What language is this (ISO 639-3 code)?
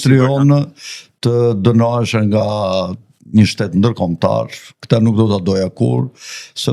sqi